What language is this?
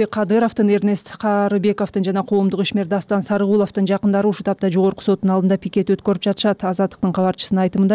Kyrgyz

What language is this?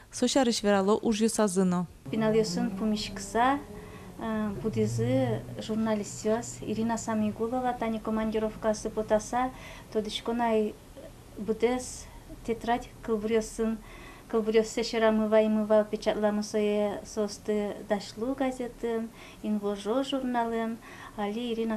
Udmurt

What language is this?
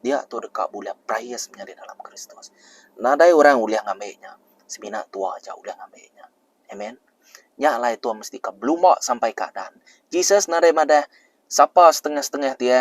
Iban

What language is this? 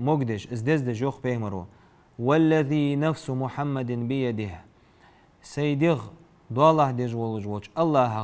Ingush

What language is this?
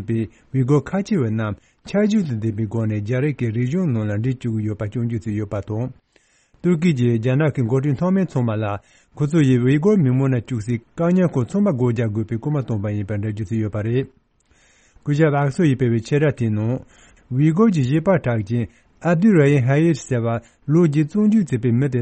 Tibetan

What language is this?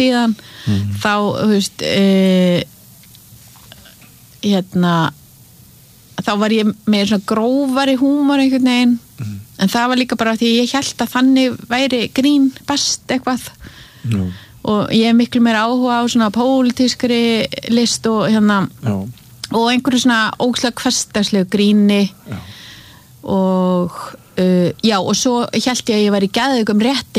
Icelandic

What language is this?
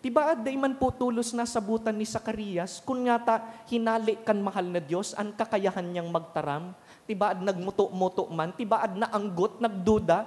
Bikol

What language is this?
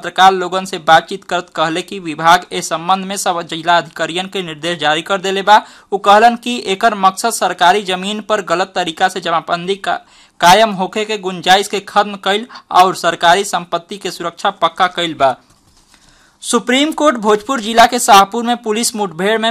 Bhojpuri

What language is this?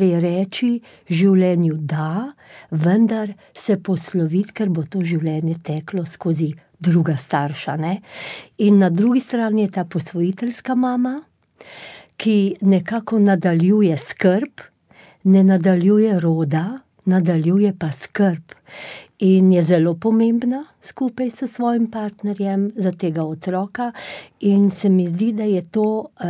Slovenian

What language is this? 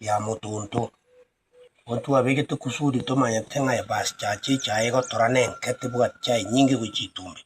Gusii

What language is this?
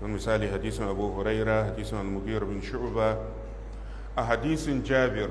Hausa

